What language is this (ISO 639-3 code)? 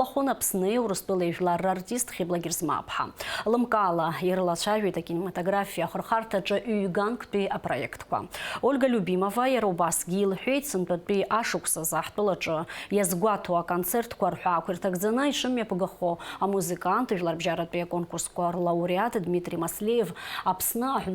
abk